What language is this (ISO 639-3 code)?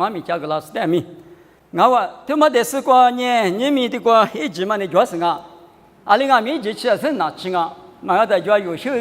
lis